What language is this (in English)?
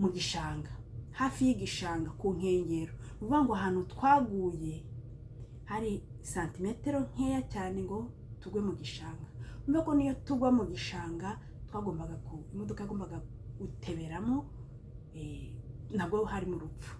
Kinyarwanda